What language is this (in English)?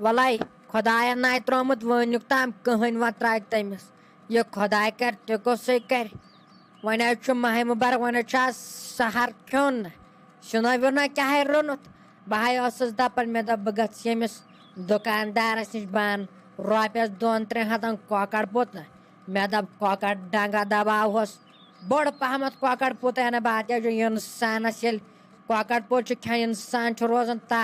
Kashmiri